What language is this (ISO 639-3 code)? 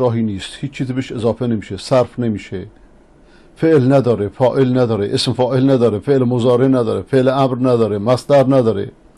fas